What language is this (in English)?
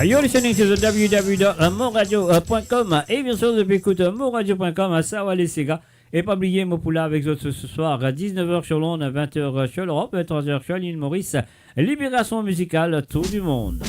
Morisyen